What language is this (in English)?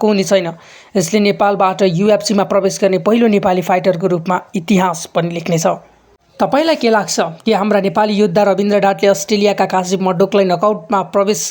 Nepali